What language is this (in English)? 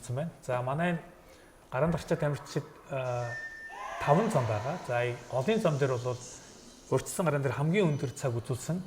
Mongolian